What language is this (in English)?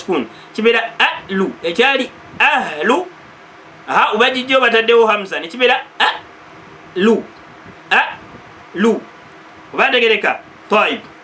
Ganda